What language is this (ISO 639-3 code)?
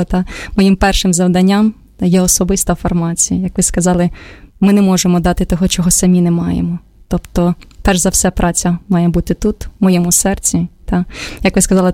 ukr